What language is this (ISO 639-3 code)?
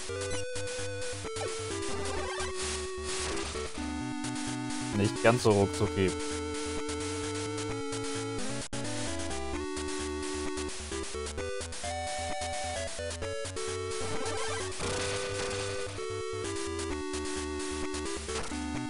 deu